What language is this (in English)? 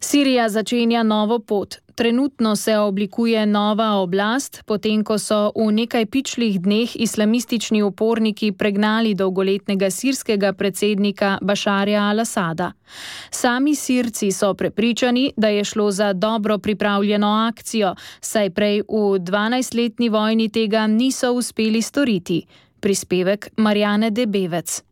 Slovenian